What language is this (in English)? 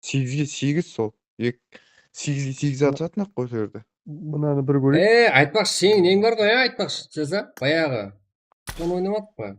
Kara-Kalpak